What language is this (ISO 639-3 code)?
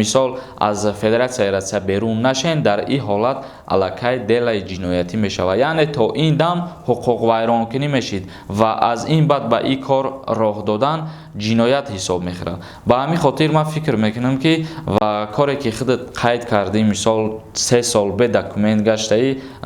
tgk